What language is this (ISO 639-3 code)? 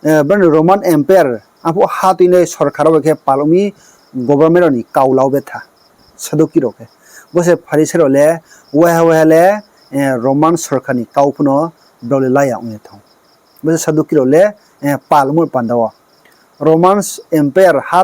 ria